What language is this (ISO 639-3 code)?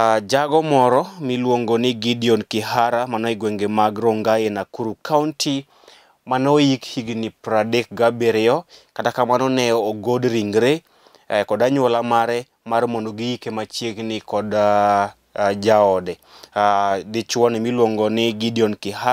luo